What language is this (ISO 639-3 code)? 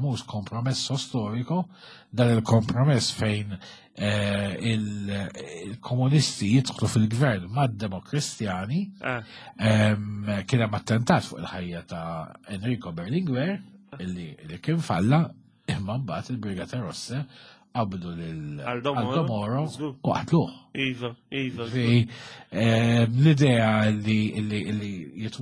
mlt